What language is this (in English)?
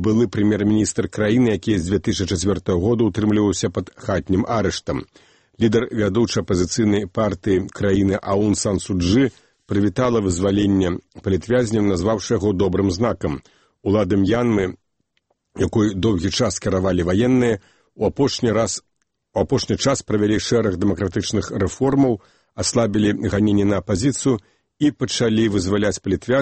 Belarusian